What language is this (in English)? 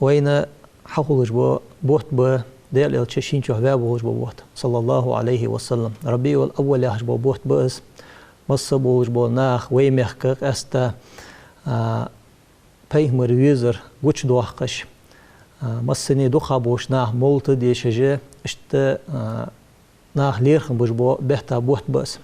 Ingush